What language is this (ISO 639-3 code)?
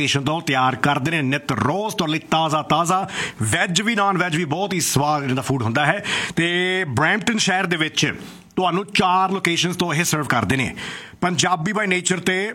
pan